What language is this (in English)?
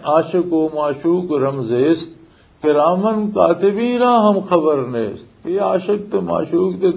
Western Panjabi